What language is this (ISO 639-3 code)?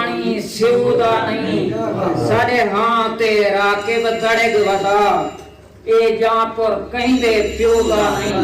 skr